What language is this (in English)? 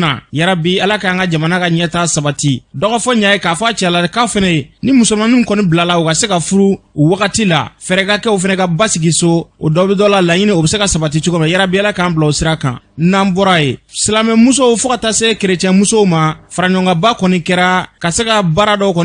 Bambara